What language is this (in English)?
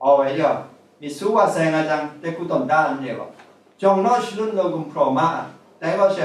Kachin